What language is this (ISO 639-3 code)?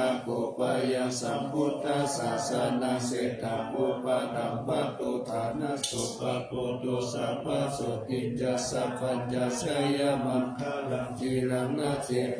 pli